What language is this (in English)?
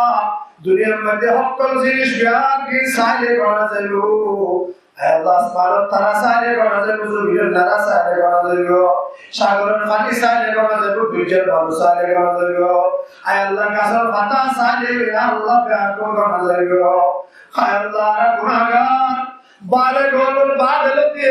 Rohingya